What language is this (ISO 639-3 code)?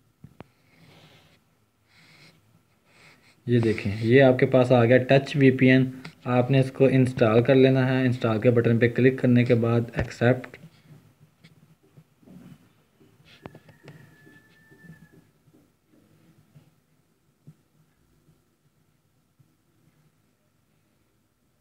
hin